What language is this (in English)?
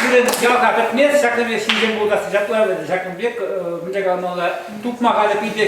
Chuvash